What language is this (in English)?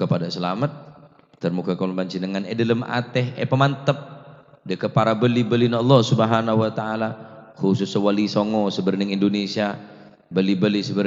Madurese